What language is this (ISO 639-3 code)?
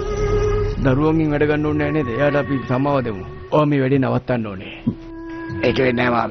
sin